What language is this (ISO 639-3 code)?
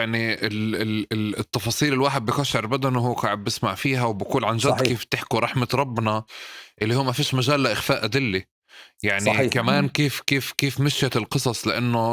apc